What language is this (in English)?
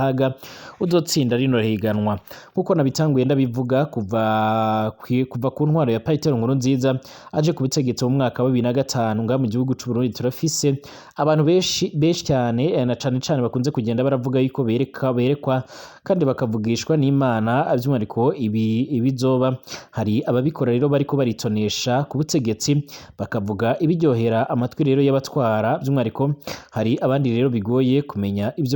Rundi